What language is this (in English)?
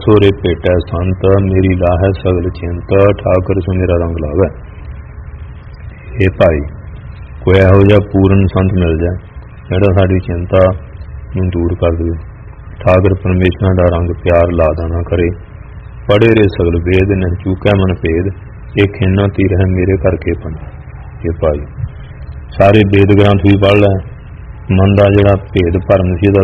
Punjabi